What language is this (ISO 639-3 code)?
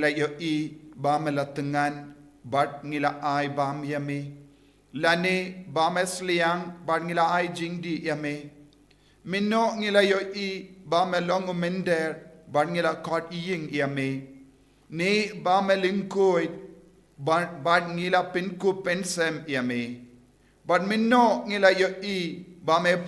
kha